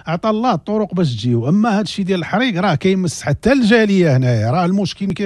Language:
Moroccan Arabic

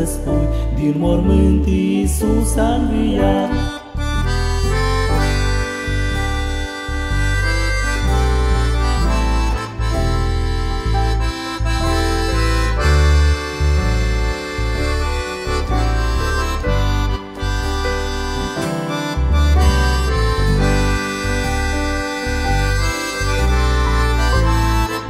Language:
Romanian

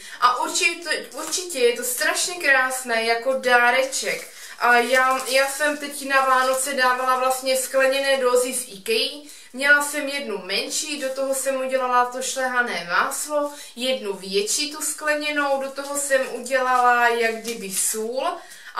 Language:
Czech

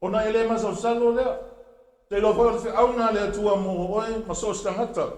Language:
Samoan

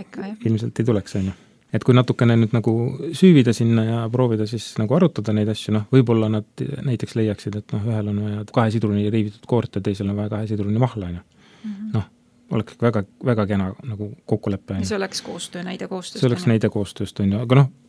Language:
Estonian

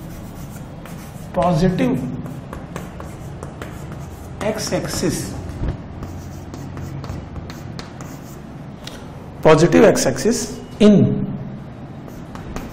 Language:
Hindi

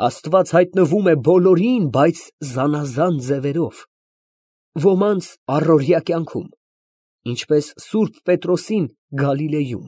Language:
Armenian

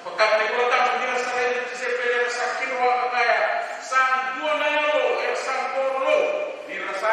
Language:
Fijian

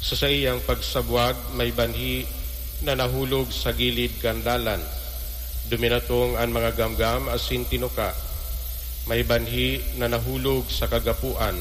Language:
Bikol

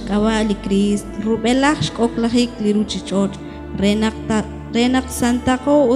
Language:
Kekchí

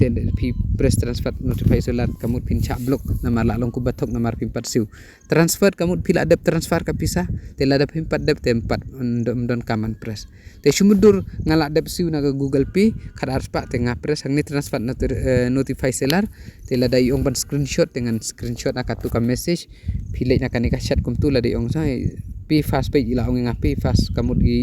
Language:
Khasi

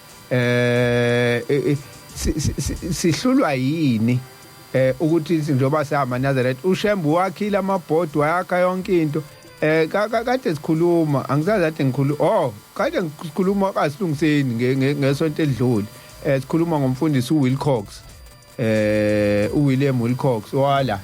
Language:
Zulu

